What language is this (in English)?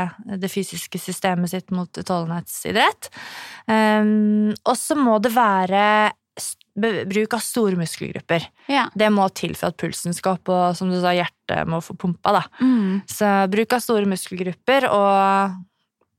Norwegian